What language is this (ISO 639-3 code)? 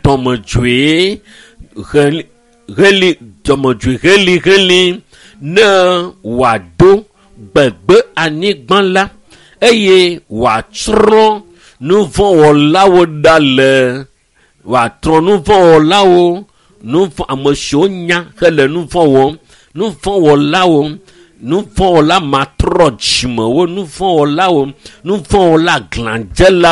ewe